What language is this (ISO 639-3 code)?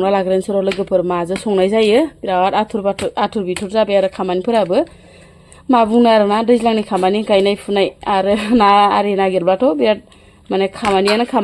brx